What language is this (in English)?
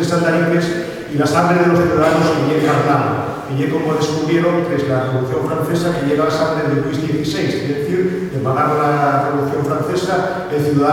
Asturian